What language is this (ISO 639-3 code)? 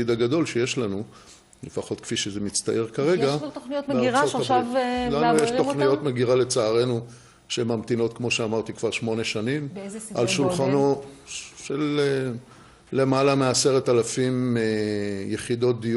heb